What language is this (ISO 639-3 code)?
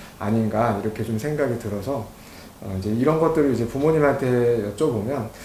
kor